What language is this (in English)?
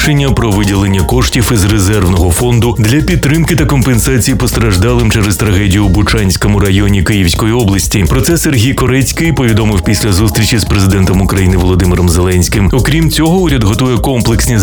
Ukrainian